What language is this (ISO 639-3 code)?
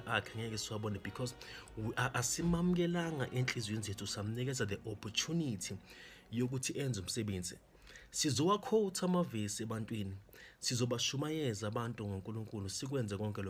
zul